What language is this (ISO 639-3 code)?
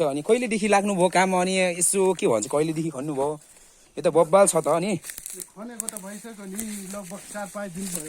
nep